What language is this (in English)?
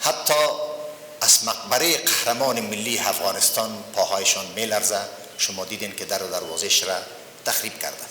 Persian